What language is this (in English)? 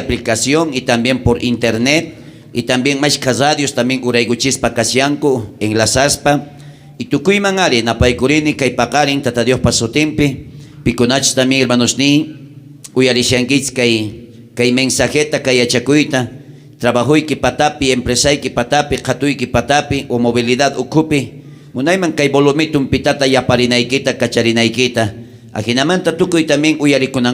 South Bolivian Quechua